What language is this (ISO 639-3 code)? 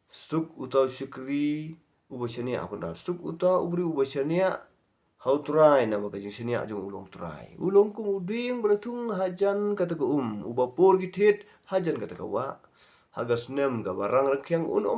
kha